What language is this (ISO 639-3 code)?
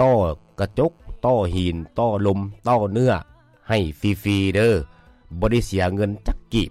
lao